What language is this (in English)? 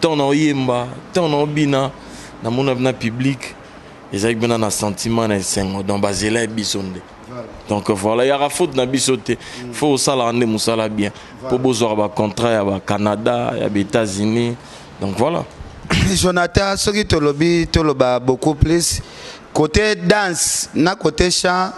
Lingala